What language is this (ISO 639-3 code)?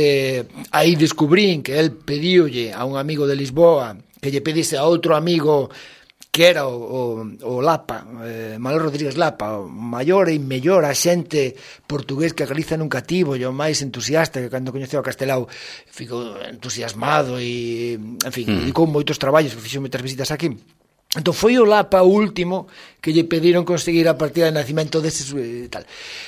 glg